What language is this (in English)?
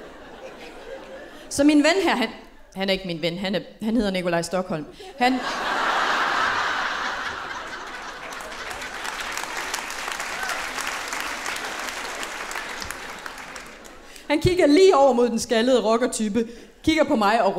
Danish